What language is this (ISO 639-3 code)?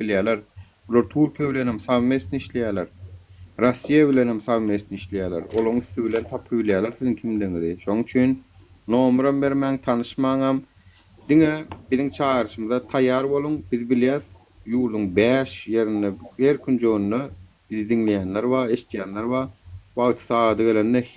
tuk